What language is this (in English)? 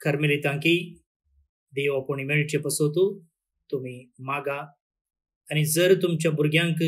Konkani